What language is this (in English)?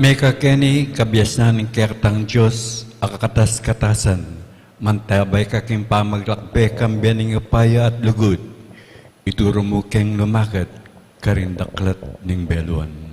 Pampanga